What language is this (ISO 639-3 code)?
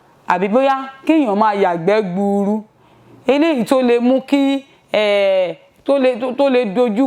yor